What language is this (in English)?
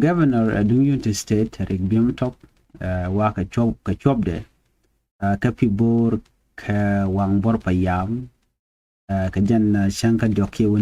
Nuer